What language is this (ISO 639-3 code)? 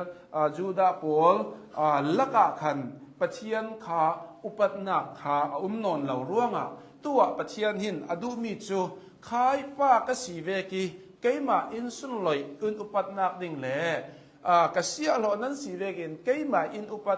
cnh